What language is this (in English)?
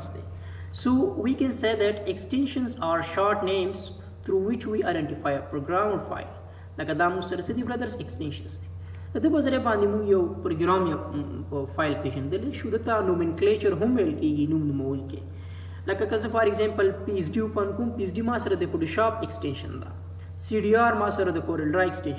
Pashto